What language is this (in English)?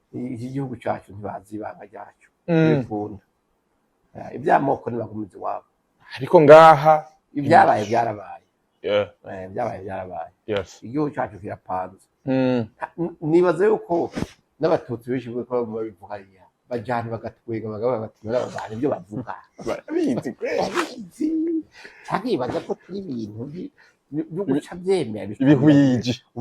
Rundi